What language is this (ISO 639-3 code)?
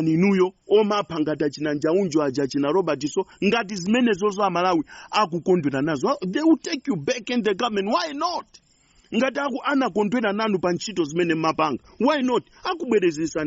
nya